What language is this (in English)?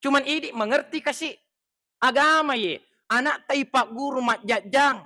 Buginese